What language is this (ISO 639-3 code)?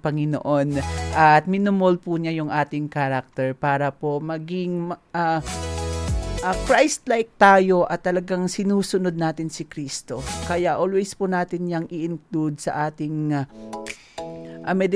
fil